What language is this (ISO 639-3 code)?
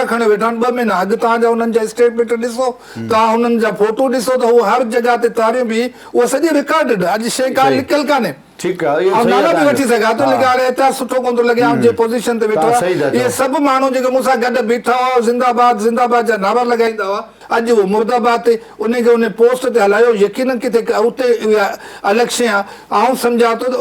snd